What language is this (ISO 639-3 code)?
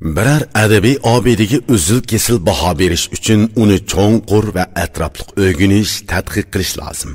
uig